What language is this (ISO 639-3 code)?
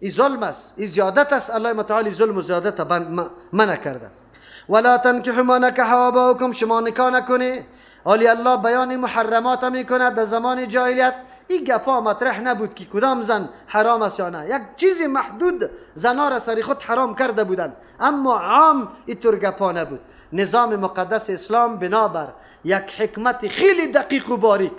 fas